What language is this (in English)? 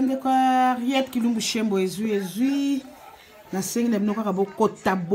Lingala